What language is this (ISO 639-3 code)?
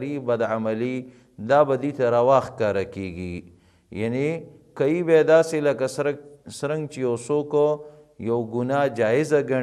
pus